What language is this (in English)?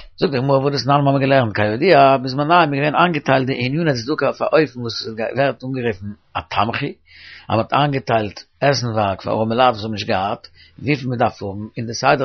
Yiddish